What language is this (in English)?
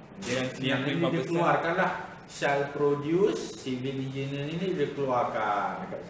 Malay